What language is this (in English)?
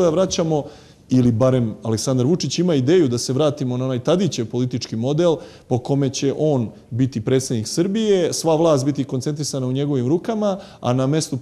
Serbian